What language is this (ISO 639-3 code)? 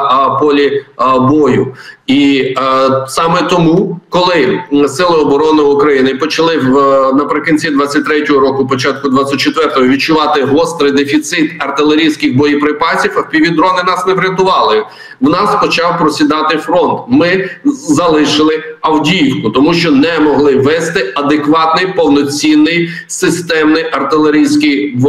ukr